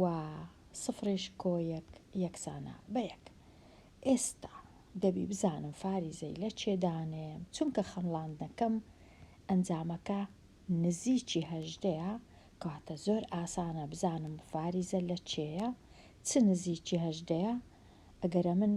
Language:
Central Kurdish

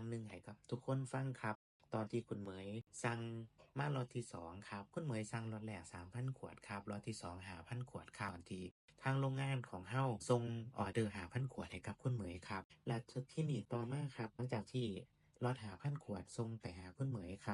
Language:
Lao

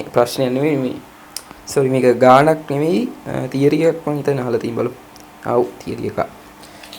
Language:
Sinhala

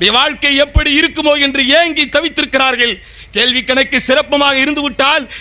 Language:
Tamil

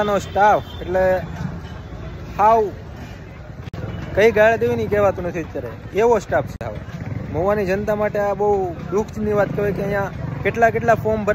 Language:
Gujarati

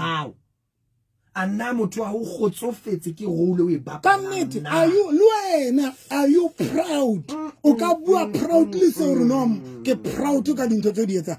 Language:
Southern Sotho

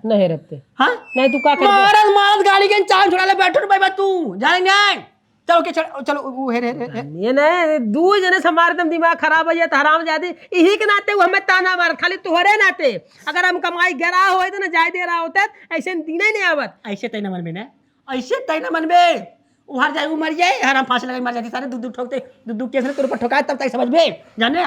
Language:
Awadhi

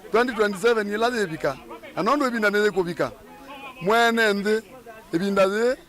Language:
Kamba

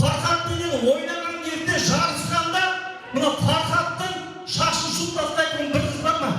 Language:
Kara-Kalpak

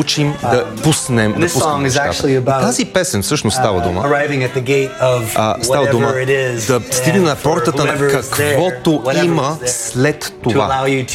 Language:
Bulgarian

